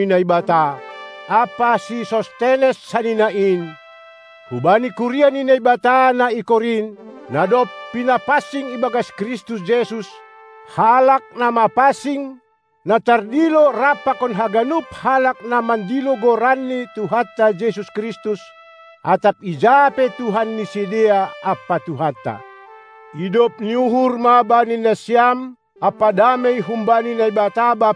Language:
Batak Simalungun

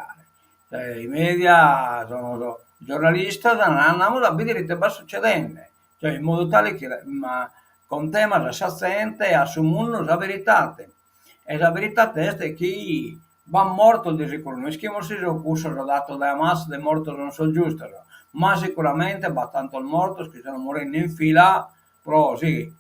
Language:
Sardinian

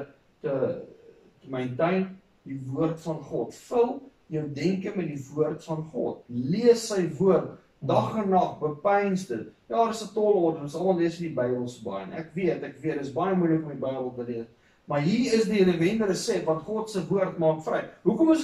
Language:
Afrikaans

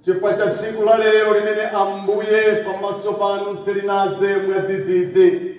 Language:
Nyanja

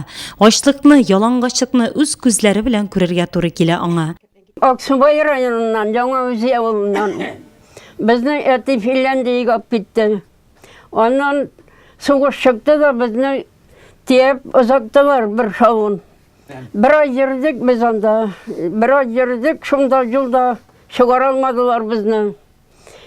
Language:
Tatar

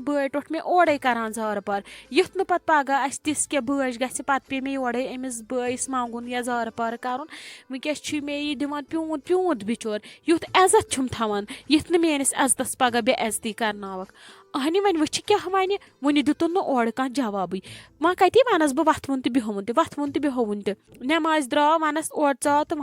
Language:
Kashmiri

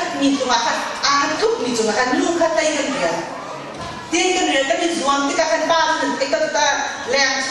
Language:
Hakha Chin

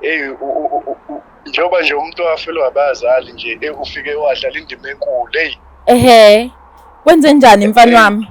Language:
Zulu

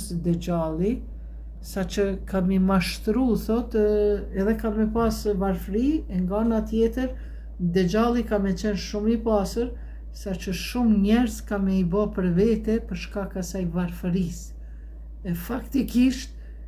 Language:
Albanian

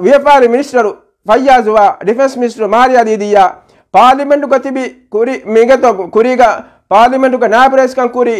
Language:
Divehi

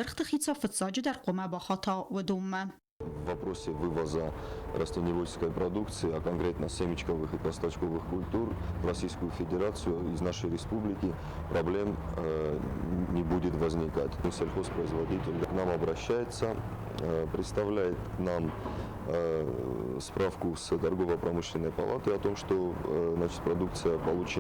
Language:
Ossetic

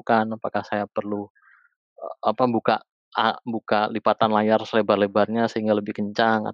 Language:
Indonesian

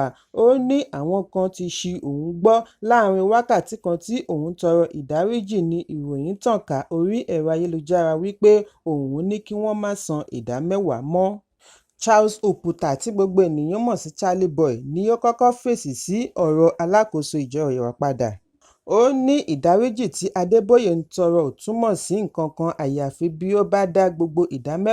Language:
Yoruba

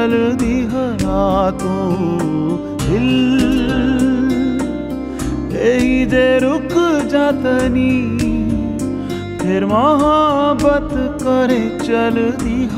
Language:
Bhojpuri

